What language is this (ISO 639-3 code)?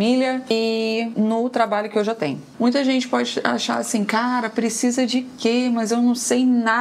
por